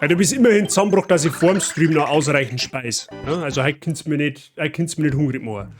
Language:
Bavarian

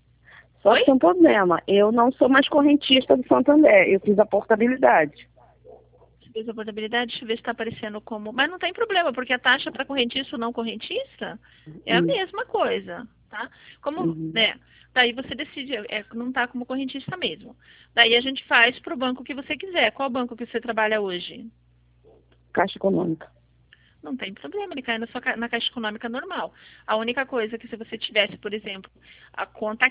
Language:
Portuguese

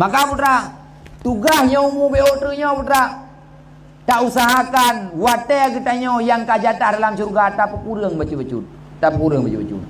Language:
Achinese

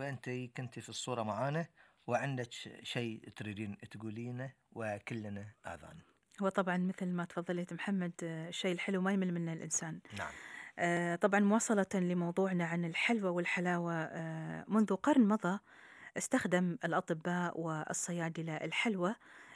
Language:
Gulf Arabic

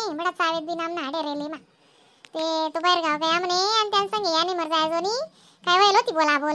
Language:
Khandesi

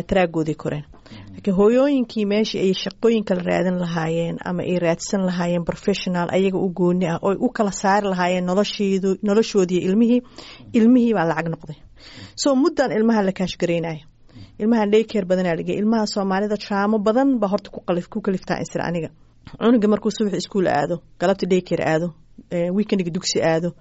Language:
Somali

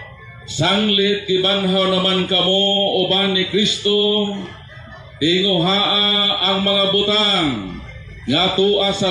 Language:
Cebuano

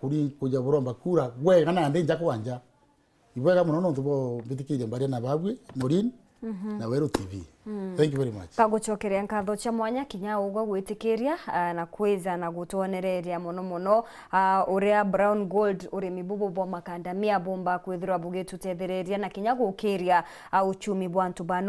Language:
Meru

